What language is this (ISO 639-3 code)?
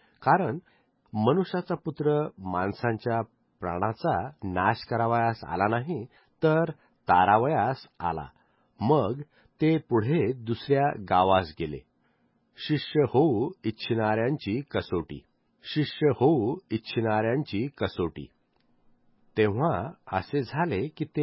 mar